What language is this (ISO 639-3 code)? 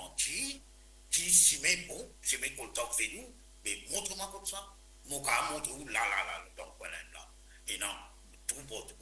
mfe